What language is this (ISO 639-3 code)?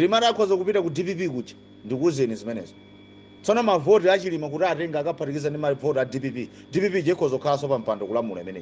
nya